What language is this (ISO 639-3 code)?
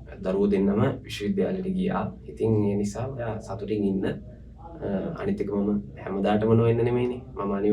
sin